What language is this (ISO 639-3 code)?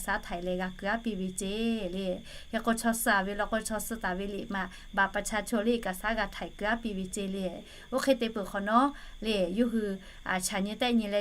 lhu